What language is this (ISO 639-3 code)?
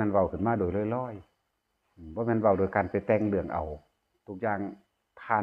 lao